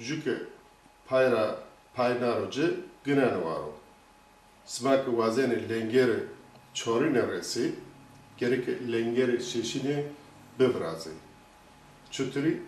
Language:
Zaza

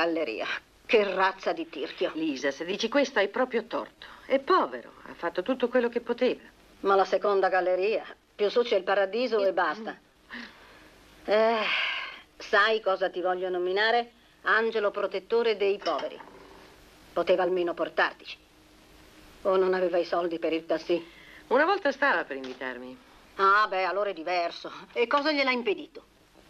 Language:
Italian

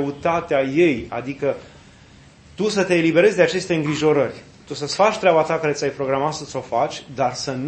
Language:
Romanian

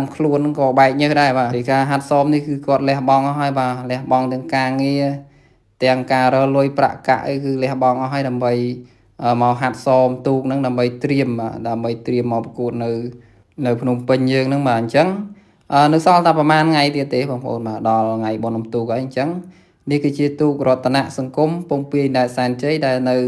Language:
Khmer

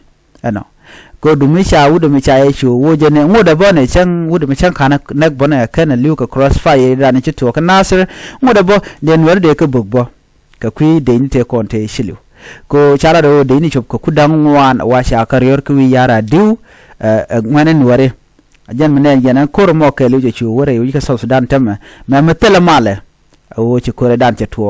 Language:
Nuer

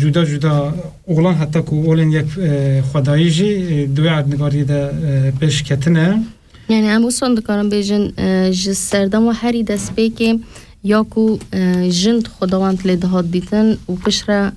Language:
Kurdish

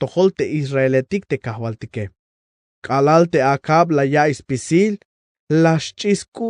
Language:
Tzeltal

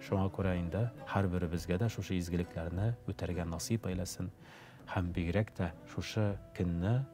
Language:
Tatar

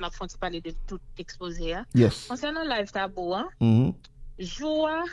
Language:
Haitian Creole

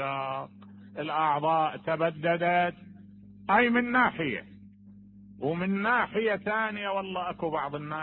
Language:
Mesopotamian Arabic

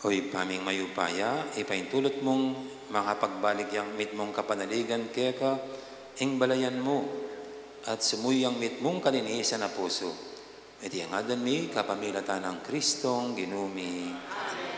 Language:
Pampanga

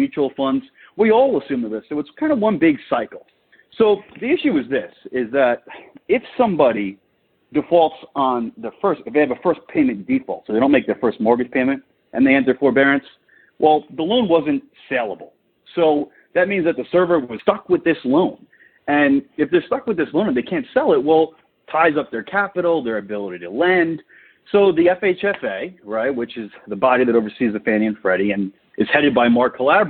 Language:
English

